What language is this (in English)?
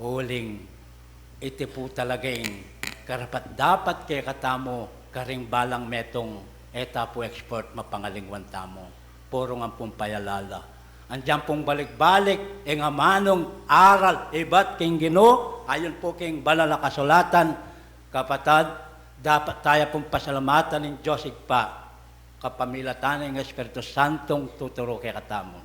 Pampanga